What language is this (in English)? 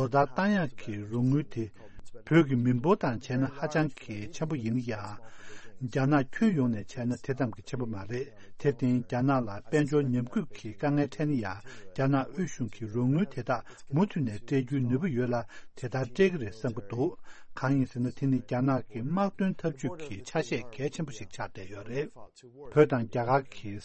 Tibetan